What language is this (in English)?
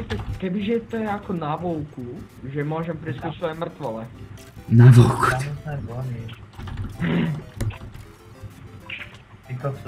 Slovak